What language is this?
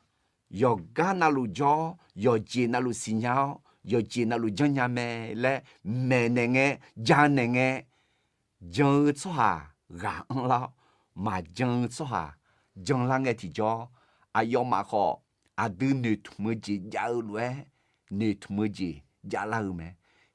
Akha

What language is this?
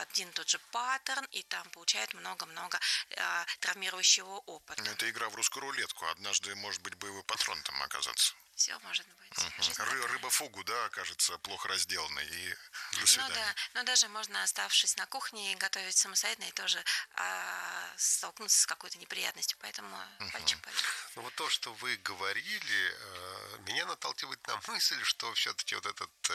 Russian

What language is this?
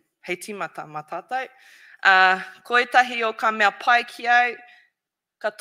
Māori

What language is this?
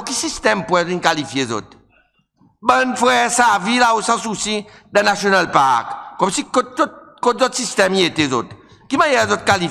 Seselwa Creole French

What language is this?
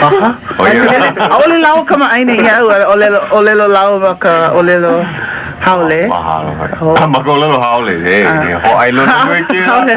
Hawaiian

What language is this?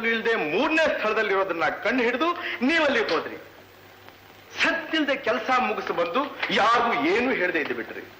Kannada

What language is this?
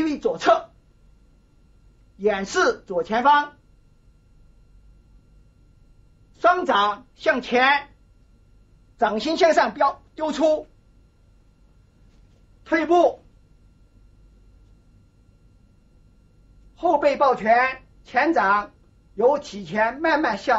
Chinese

